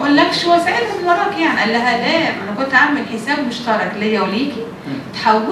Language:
Egyptian Arabic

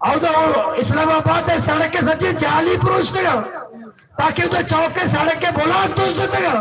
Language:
Baluchi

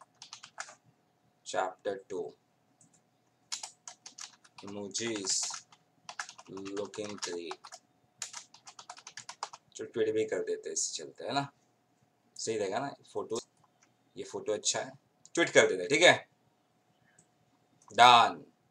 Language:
Hindi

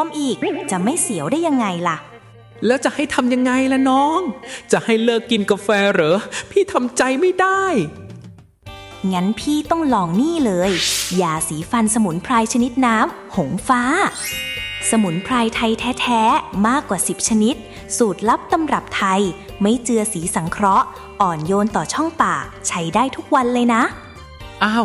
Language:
Thai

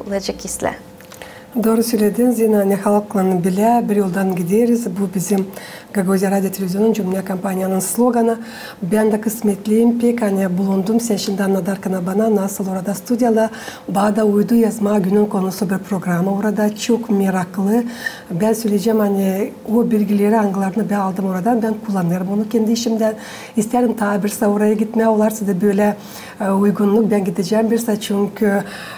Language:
Gagauz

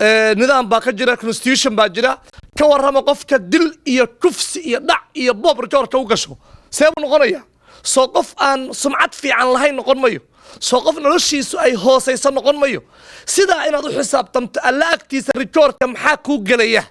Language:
Somali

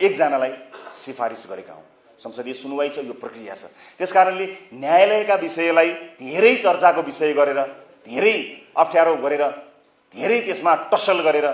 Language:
Nepali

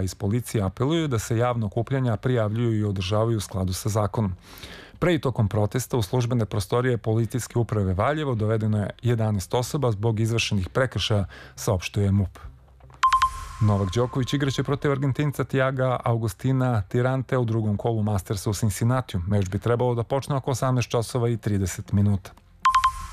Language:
Serbian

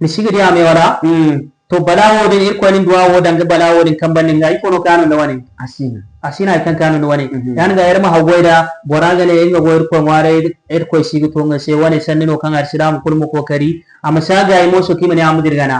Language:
Zarma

